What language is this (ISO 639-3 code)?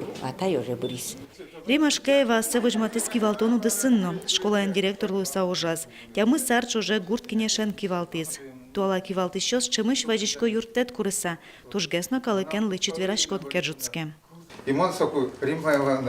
udm